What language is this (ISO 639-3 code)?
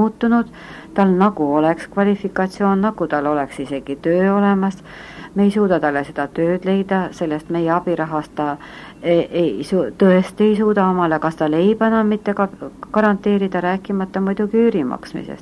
est